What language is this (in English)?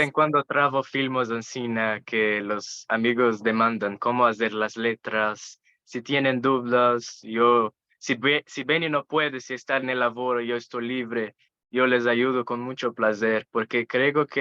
Ladino